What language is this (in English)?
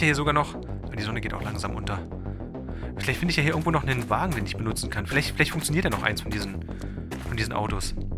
German